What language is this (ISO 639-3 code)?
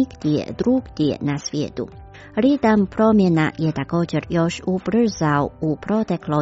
hrv